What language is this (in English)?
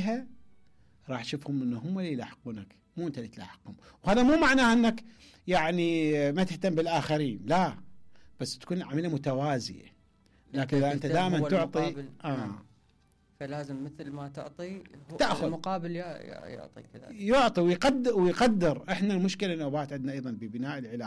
Mesopotamian Arabic